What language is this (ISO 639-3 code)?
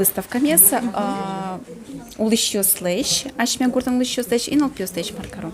udm